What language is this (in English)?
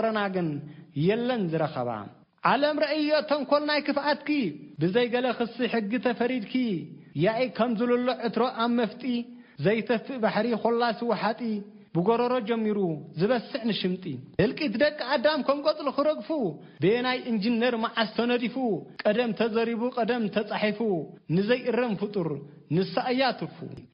Tigrinya